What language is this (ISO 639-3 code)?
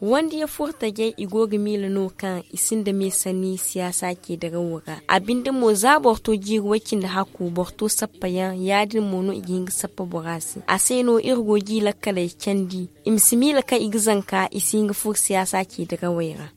dje